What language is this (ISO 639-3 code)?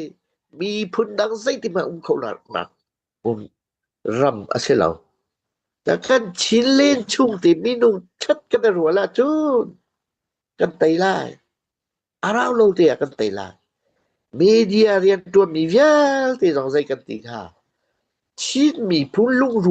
cnh